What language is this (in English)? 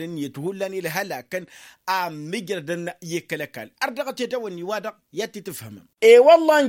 Tamasheq